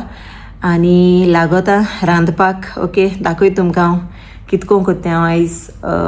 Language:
Konkani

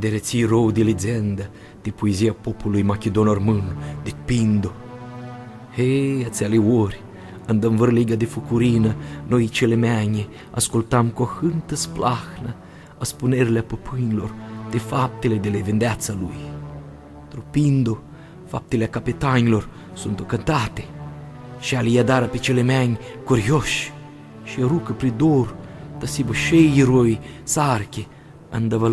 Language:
Aromanian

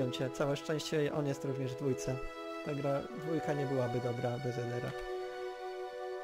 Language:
Polish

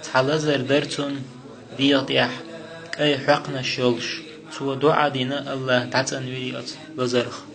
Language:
Chechen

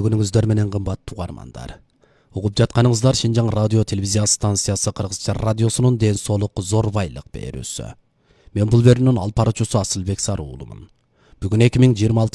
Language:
Kyrgyz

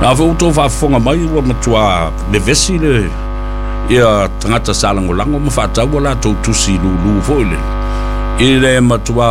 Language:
Samoan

